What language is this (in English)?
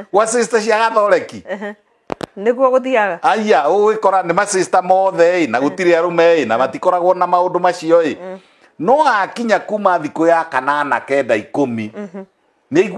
Kikuyu